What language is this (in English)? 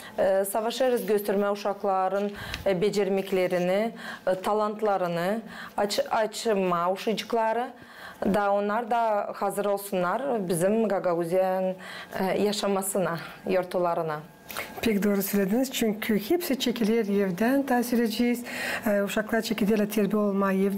Gagauz